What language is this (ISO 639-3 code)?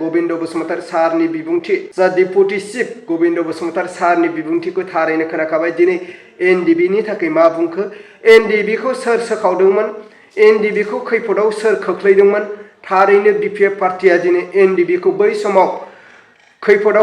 brx